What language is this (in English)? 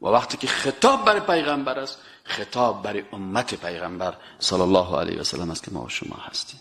Persian